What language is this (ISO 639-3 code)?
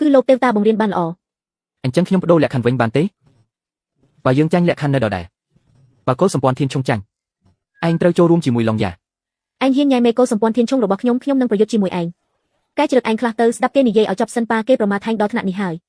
khm